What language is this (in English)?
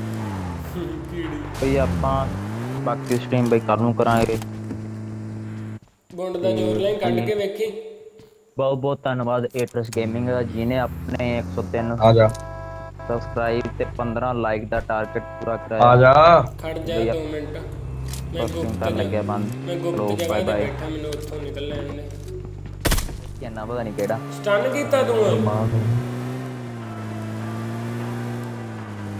Punjabi